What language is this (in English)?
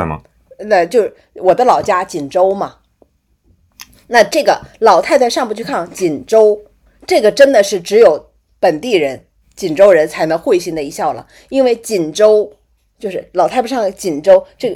Chinese